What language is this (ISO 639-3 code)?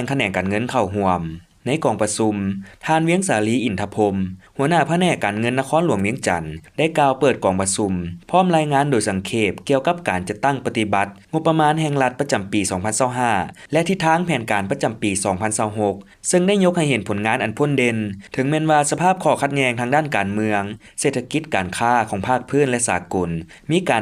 lao